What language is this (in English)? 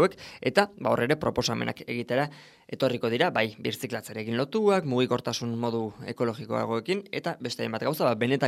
Basque